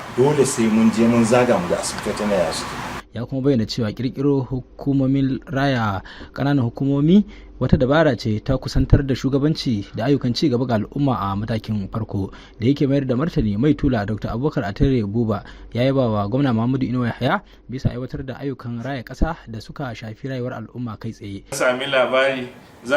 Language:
Hausa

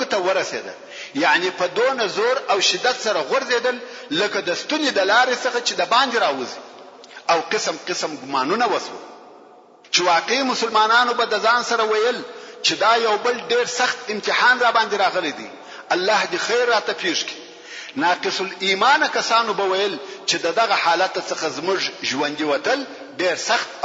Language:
Pashto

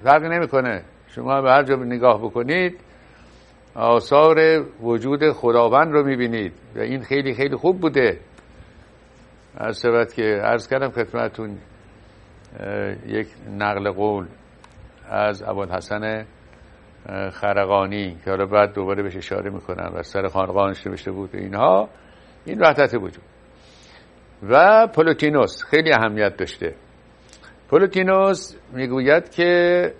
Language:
Persian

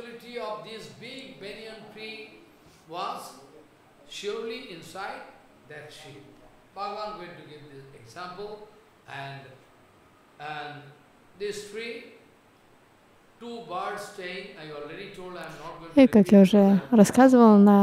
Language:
Russian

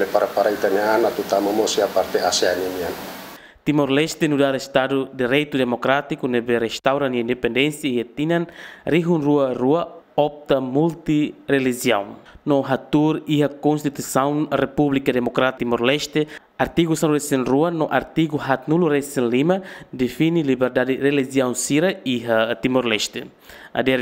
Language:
Tetum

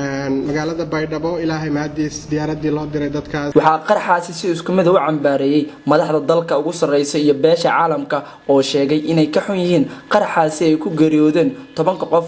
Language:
Somali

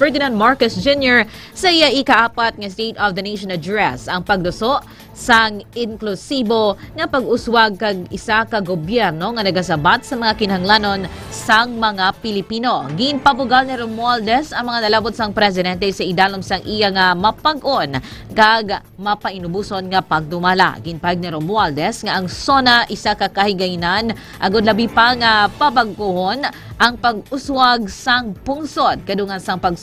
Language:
Hiligaynon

